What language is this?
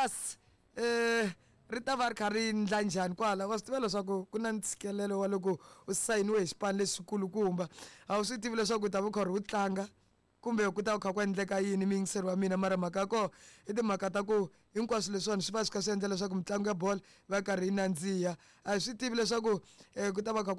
Tsonga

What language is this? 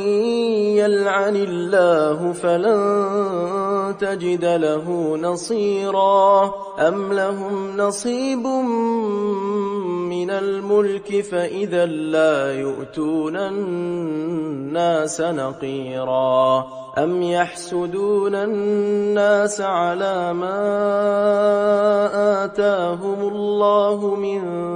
Arabic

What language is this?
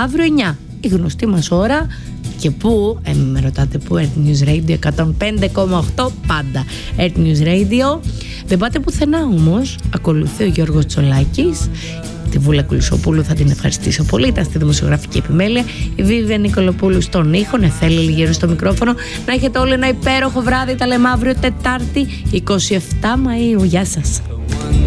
Greek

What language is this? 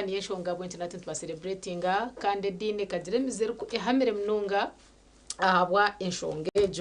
Nyankole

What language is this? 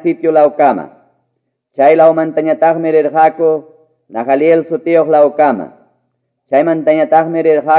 Quechua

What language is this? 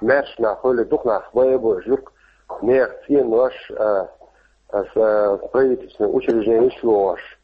Chechen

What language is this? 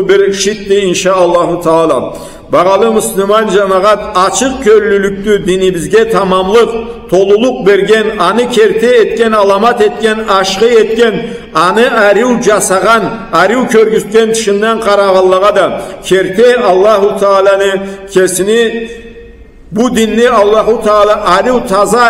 Karachay-Balkar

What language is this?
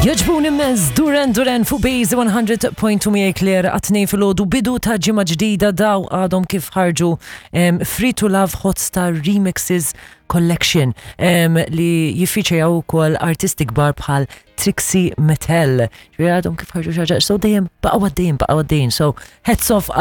Maltese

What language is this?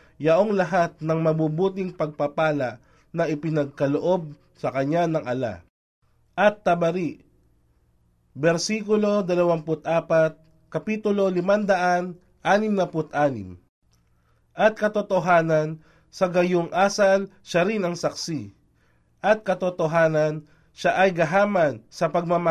Filipino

